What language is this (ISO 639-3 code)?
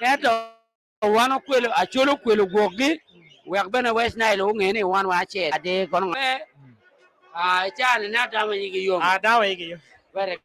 ach